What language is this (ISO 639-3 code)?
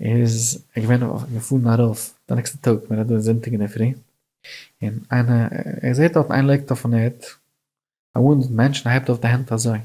yid